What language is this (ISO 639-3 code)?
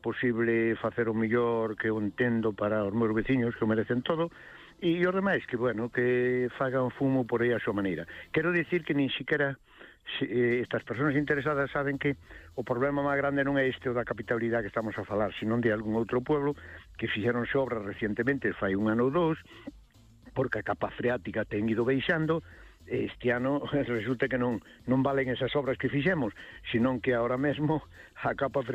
glg